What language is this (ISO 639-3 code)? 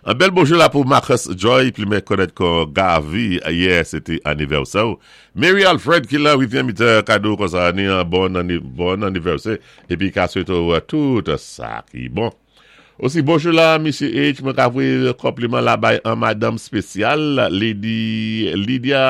acf